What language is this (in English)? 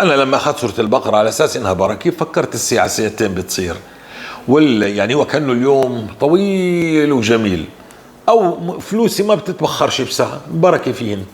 North Levantine Arabic